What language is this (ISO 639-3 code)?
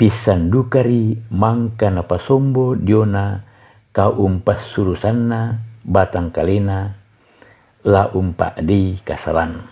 sda